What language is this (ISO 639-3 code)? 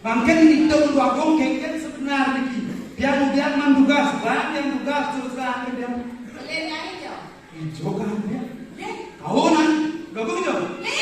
ban